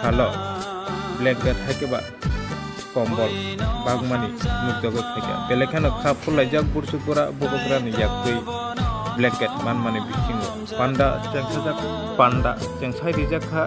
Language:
Kok Borok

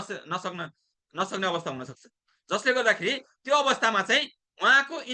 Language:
Nepali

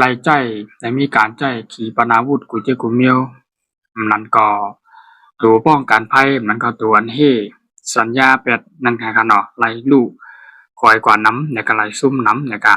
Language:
Shan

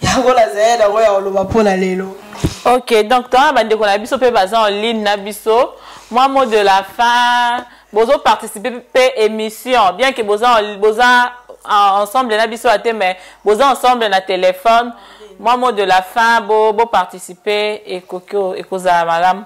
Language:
Lingala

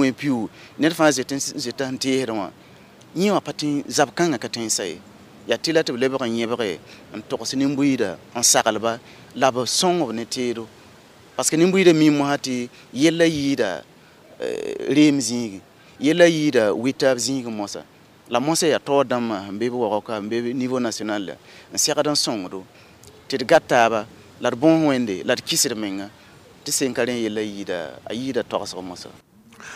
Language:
Mossi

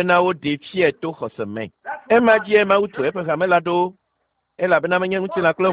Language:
Ewe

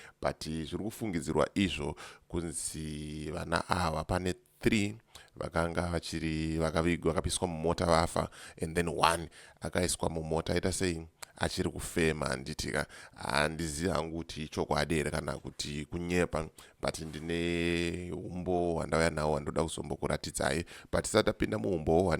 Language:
Shona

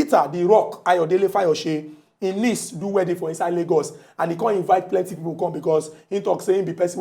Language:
Nigerian Pidgin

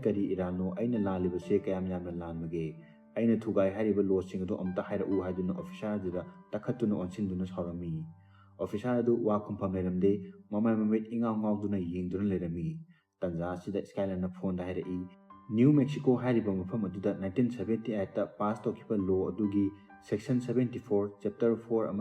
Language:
Manipuri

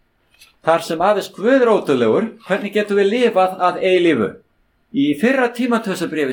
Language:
Icelandic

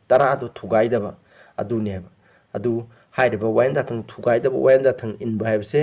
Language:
Manipuri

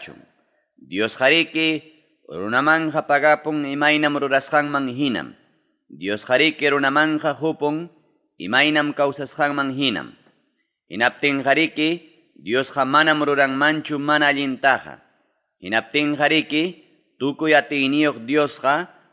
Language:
Ayacucho Quechua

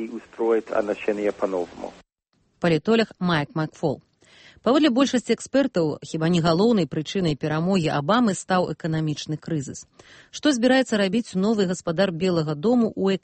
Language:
Belarusian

